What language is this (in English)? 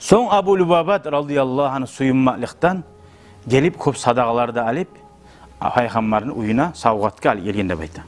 Kumyk